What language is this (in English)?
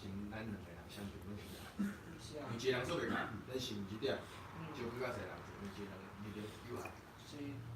Min Nan Chinese